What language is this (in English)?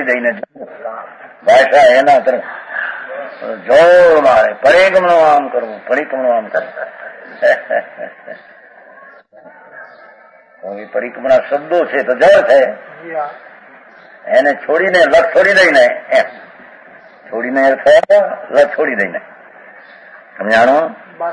Gujarati